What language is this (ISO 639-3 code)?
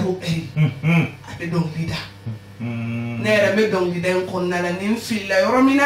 bam